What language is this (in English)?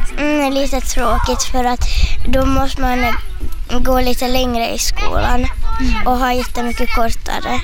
Swedish